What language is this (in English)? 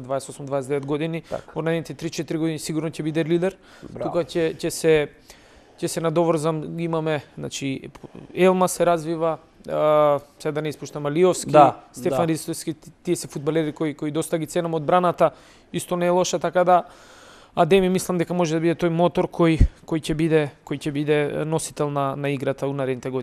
Macedonian